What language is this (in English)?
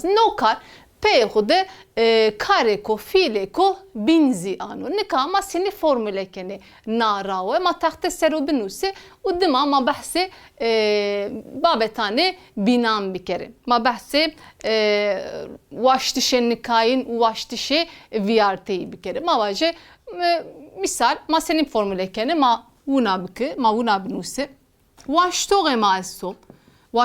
Zaza